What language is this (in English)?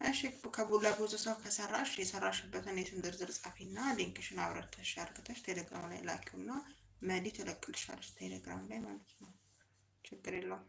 Amharic